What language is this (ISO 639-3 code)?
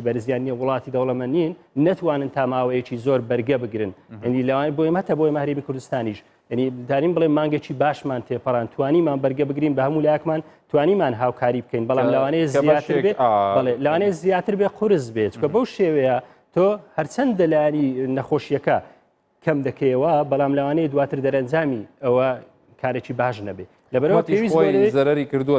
ckb